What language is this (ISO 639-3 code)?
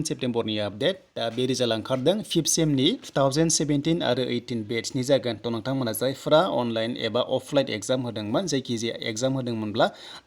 brx